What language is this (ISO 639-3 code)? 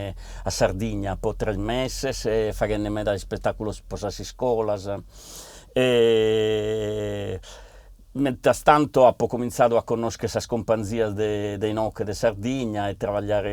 srd